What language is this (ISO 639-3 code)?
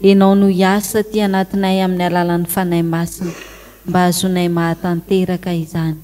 mlg